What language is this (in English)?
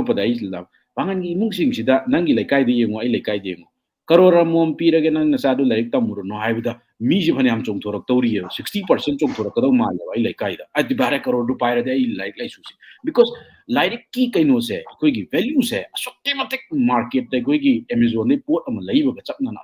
Manipuri